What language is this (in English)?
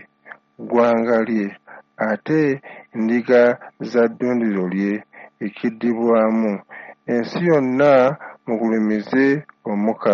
Ganda